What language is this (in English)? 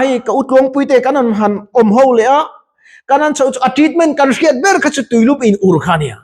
Mizo